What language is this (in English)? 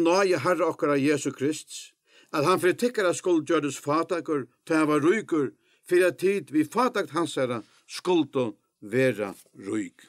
Faroese